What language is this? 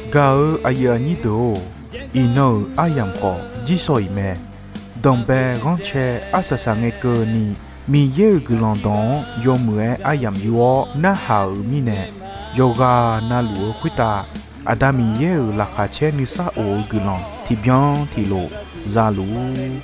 Akha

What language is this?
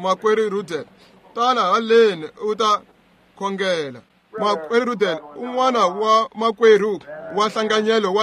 Tsonga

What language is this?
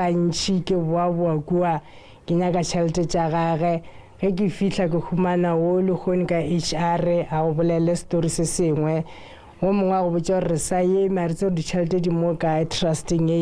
Northern Sotho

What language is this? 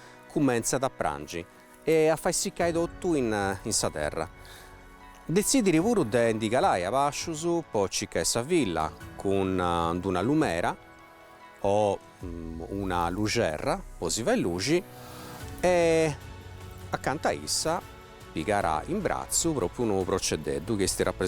Sardinian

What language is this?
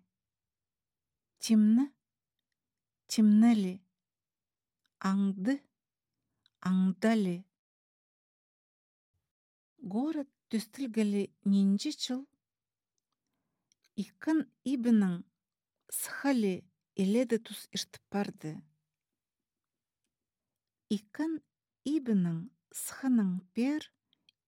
Khakas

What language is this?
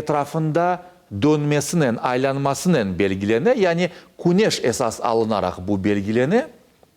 Crimean Tatar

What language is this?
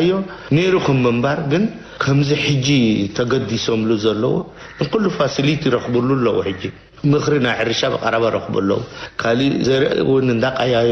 Tigrinya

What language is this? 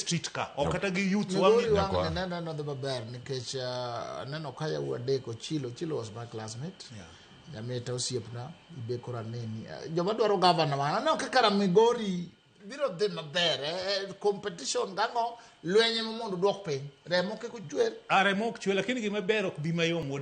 Luo (Kenya and Tanzania)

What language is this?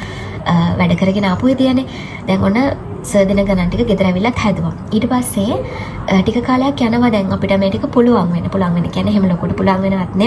Sinhala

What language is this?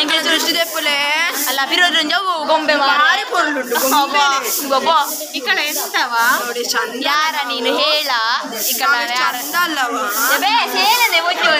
Tulu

